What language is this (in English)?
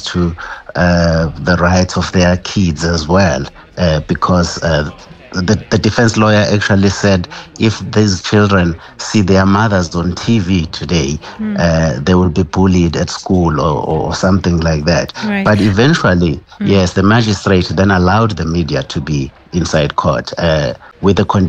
English